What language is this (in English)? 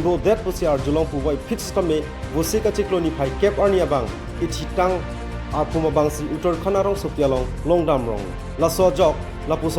Karbi